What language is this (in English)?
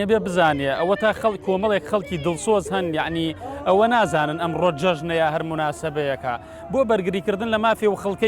Central Kurdish